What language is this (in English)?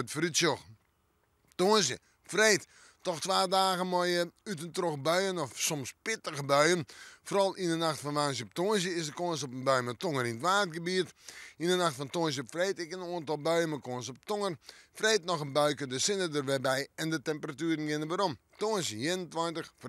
Western Frisian